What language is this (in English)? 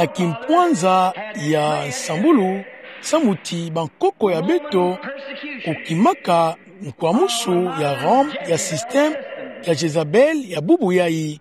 Kituba (Democratic Republic of Congo)